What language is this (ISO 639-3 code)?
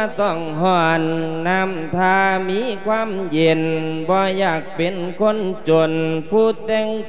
lao